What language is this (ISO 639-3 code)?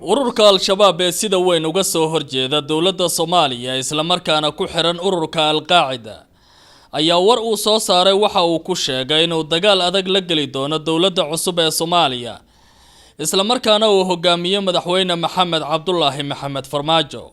som